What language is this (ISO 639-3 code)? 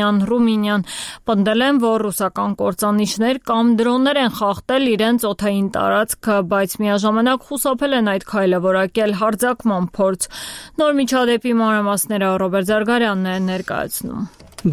hye